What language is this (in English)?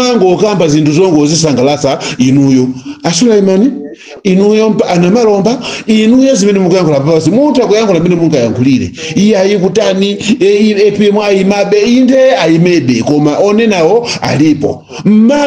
Nyanja